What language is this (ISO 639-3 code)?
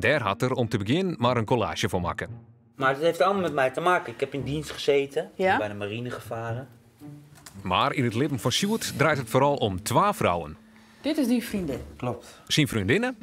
fry